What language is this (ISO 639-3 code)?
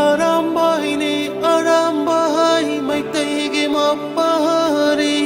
mni